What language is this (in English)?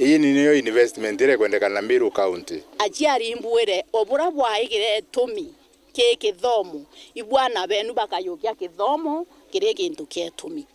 Meru